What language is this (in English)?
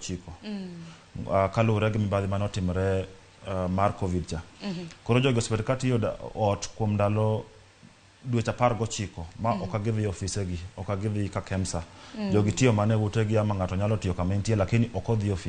Luo (Kenya and Tanzania)